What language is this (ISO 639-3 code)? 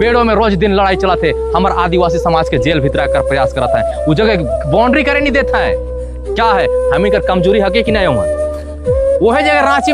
hne